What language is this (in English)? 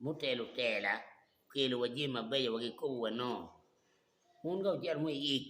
Acoli